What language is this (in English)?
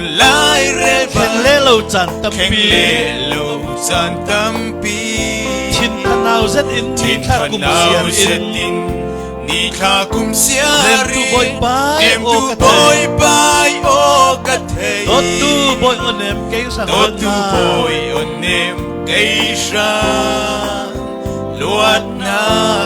Falam Chin